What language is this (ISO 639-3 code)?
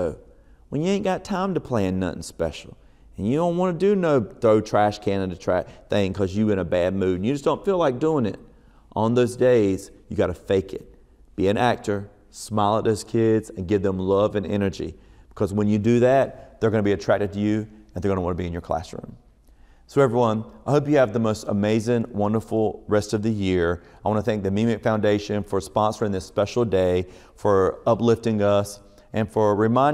eng